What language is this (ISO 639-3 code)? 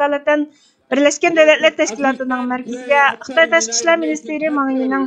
uig